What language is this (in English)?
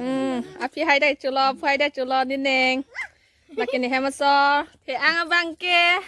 Karbi